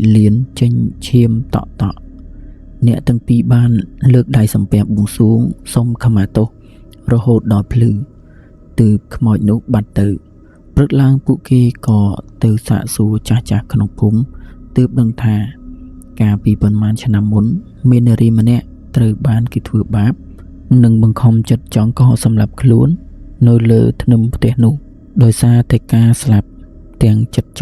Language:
Khmer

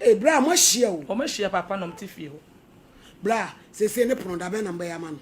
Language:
Akan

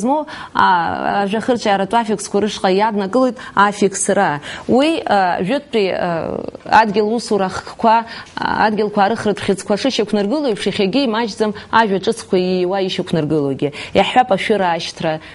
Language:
Abkhazian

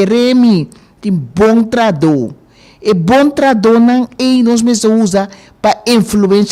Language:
Papiamento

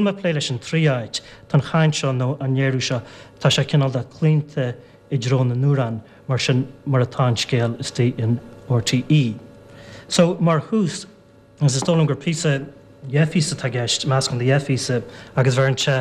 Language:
Irish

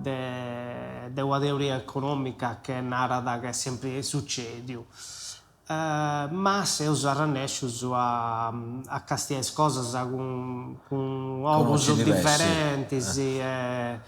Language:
Sardinian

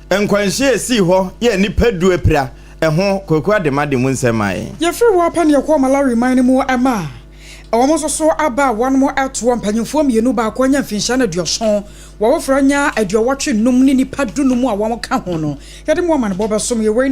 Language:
Akan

